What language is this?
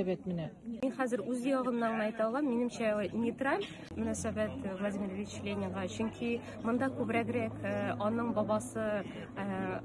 Tatar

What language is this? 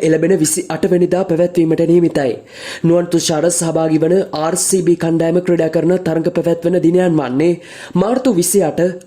Sinhala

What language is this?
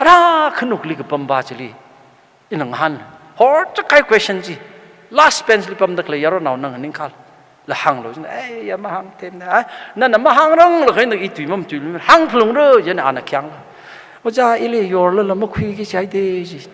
Tangkhul Naga (India)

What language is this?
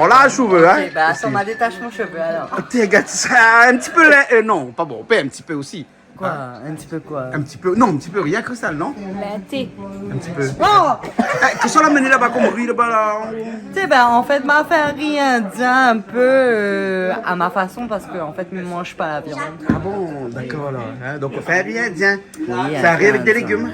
Réunion Creole French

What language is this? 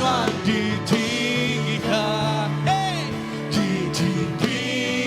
Iban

